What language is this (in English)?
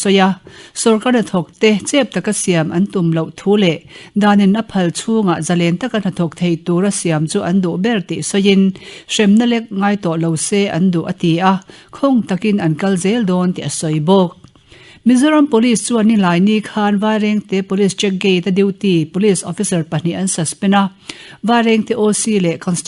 Mizo